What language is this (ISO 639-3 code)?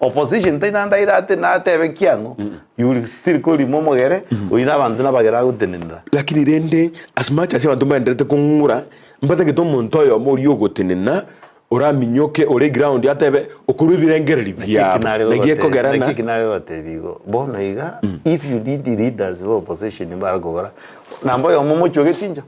guz